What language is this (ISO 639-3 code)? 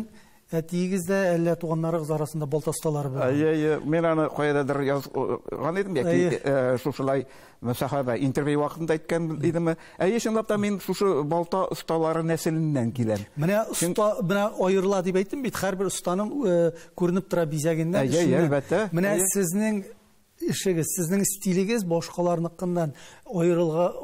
tat